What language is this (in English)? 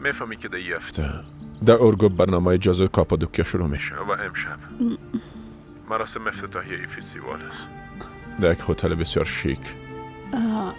Persian